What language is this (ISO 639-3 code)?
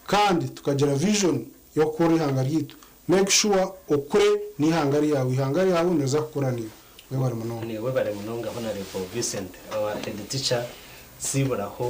nyn